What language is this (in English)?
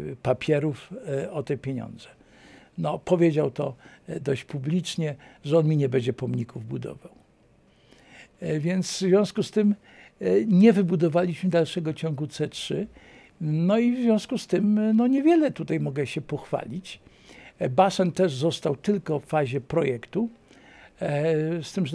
Polish